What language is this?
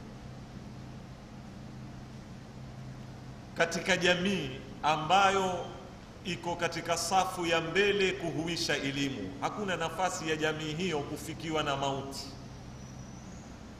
Swahili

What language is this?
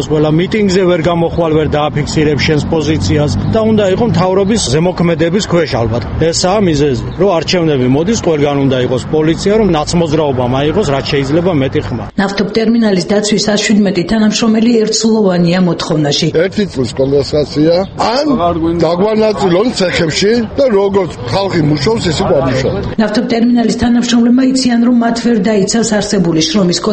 Georgian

